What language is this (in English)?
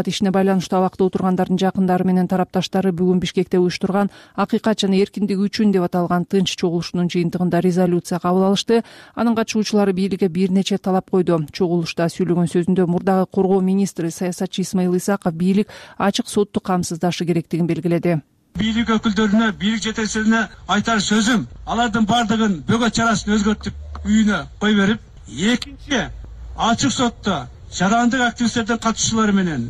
Kyrgyz